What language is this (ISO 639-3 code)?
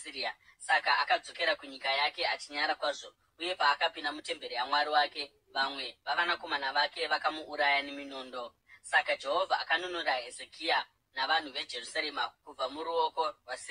sna